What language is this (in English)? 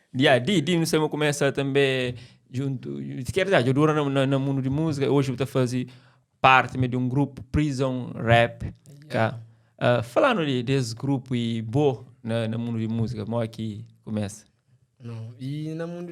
Kabuverdianu